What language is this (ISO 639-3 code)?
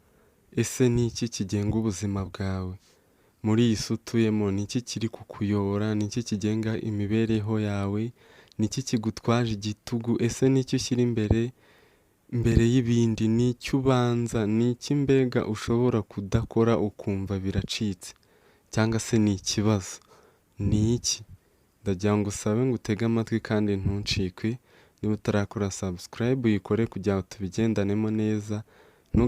kin